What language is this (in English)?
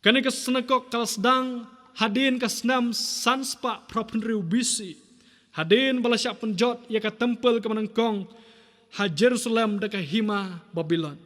Khasi